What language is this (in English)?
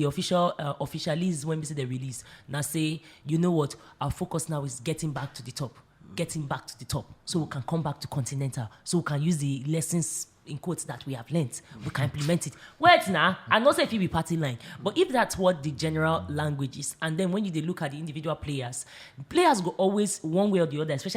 Nigerian Pidgin